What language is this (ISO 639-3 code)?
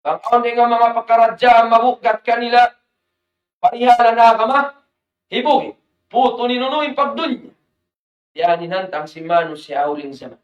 tsg